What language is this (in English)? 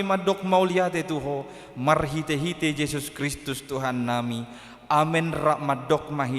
Batak Toba